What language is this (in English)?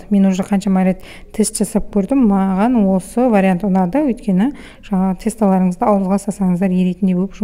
Kazakh